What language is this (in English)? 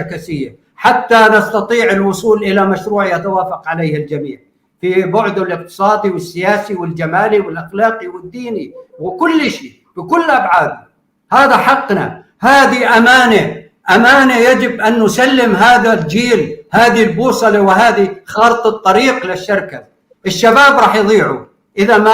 North Levantine Arabic